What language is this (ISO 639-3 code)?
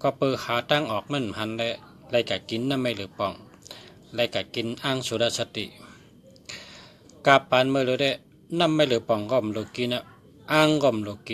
shn